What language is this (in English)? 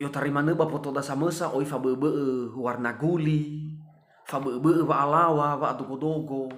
Nias